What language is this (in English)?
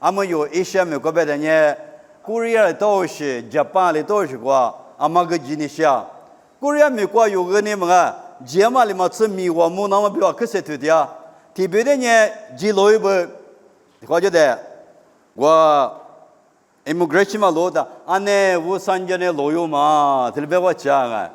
Lisu